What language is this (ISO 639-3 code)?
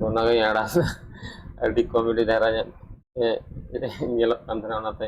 sat